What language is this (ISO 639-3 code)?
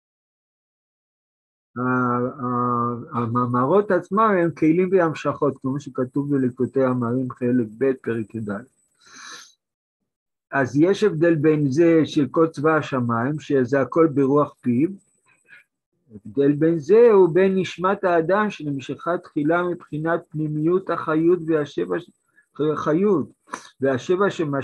heb